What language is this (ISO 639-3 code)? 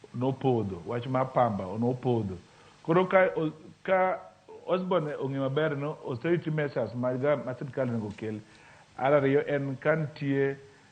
luo